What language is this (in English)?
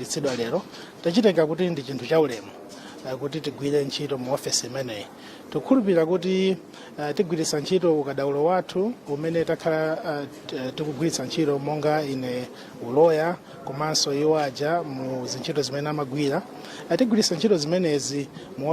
Nyanja